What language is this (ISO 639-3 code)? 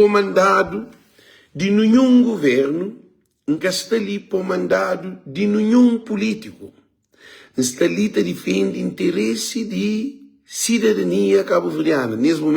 kea